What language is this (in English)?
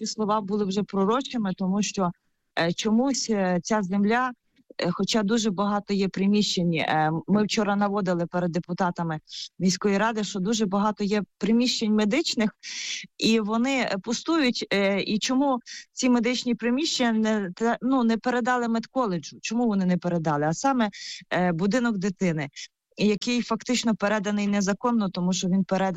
Ukrainian